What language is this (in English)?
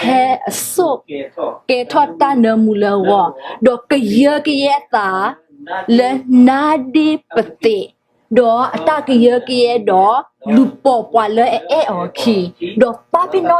S'gaw Karen